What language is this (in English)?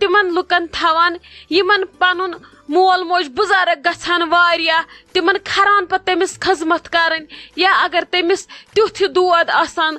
Kashmiri